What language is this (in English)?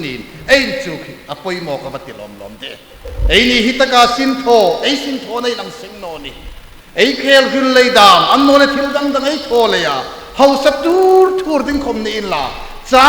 Hmar